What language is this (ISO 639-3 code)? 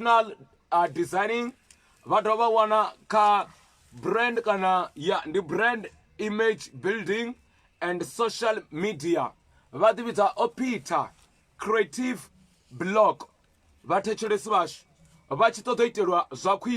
ven